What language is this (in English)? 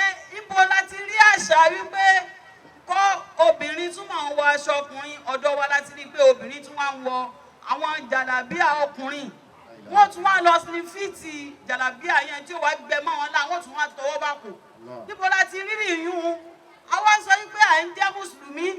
Yoruba